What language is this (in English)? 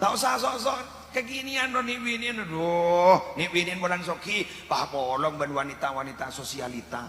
Madurese